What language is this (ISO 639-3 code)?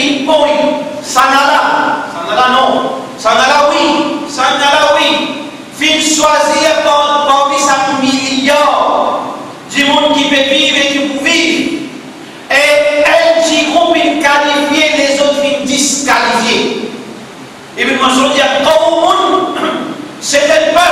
mfe